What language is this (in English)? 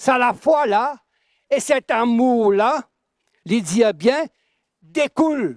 Morisyen